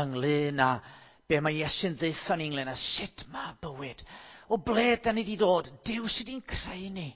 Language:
Welsh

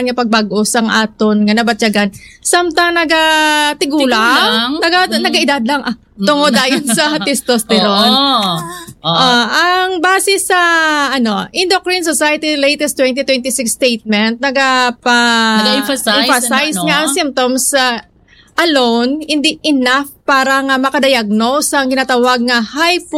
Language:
Hiligaynon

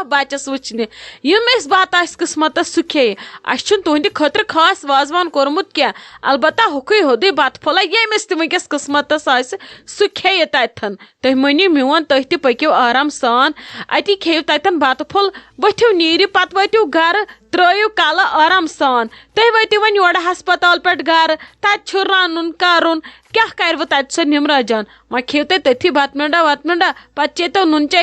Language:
Kashmiri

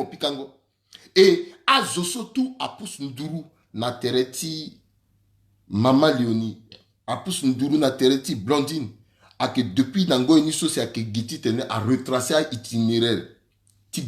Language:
Sango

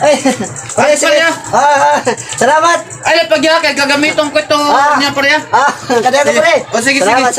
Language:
Waray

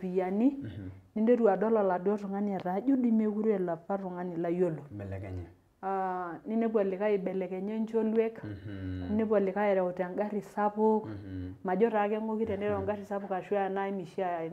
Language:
Masai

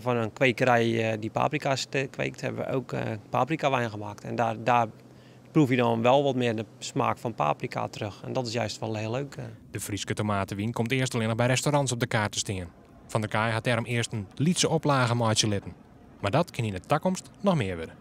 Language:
Western Frisian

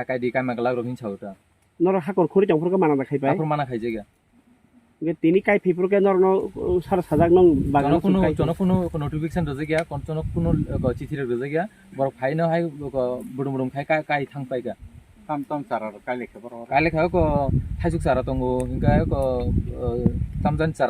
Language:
Kok Borok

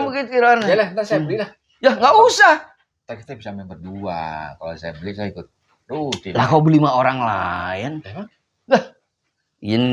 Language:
Betawi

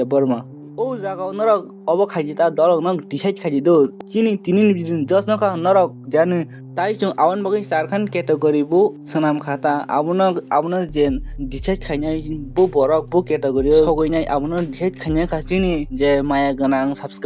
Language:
Kok Borok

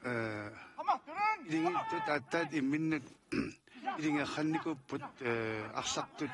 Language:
Kalaallisut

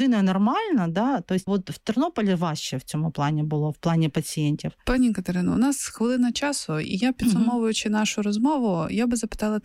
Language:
Ukrainian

